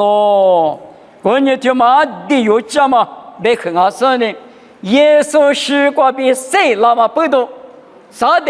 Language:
Lisu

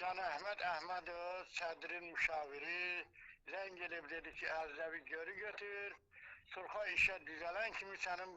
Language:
Azerbaijani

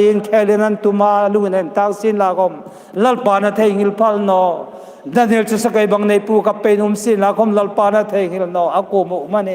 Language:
Hmar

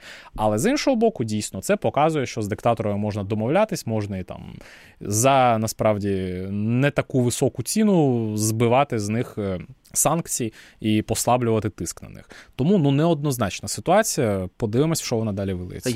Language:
Ukrainian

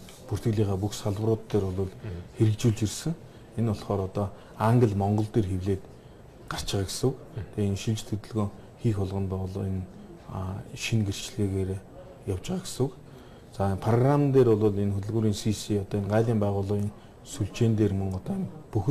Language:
Mongolian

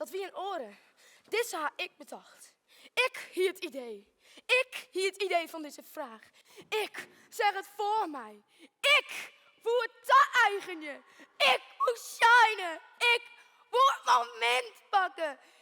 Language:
Western Frisian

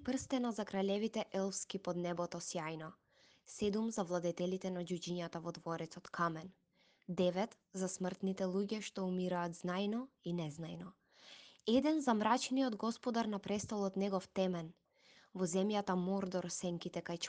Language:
Macedonian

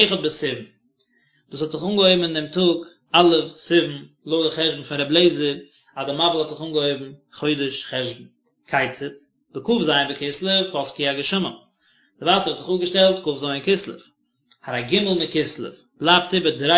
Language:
Yiddish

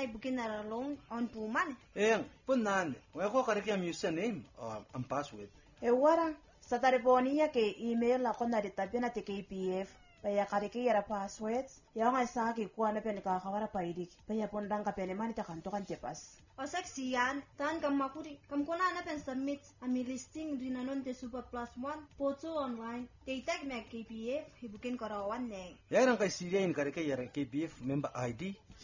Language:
Gilbertese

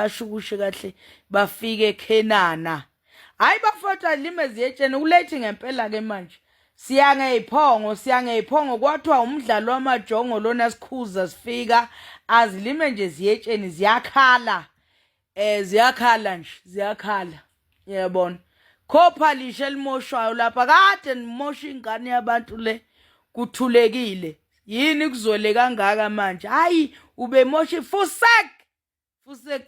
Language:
Zulu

